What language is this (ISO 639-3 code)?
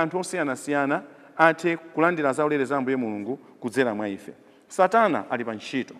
nya